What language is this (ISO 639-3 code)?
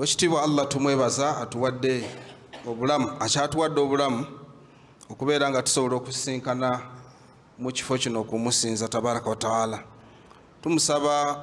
lug